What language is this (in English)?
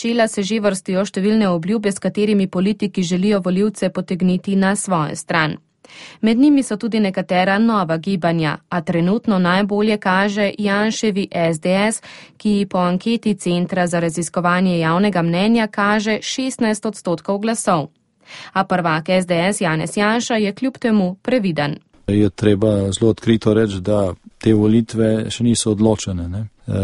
Slovenian